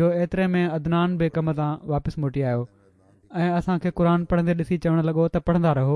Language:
Sindhi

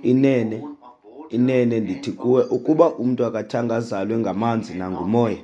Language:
Xhosa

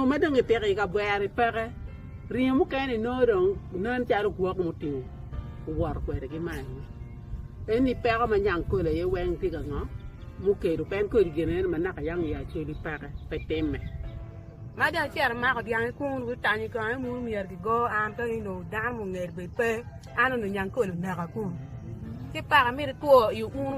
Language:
Acoli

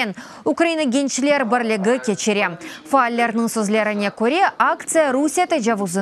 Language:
Crimean Tatar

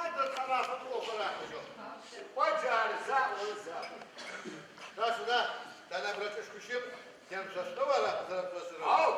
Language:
Adyghe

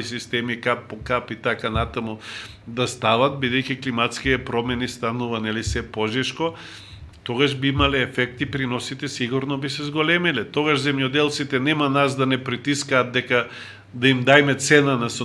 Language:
Macedonian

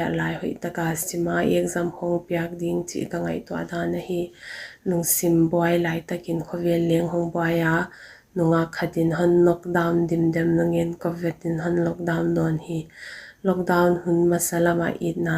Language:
Paite Chin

